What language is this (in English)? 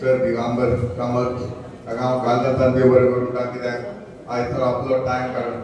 Konkani